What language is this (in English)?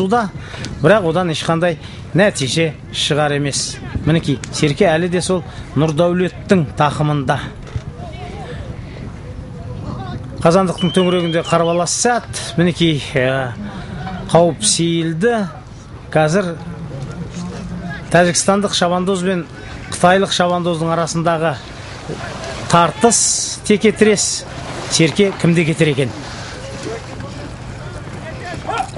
Kazakh